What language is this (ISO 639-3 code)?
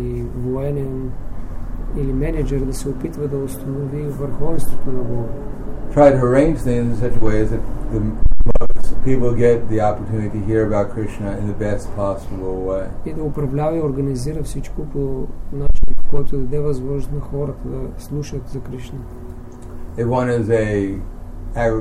bul